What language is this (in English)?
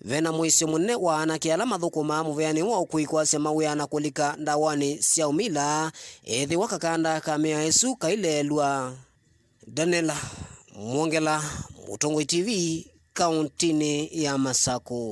Kamba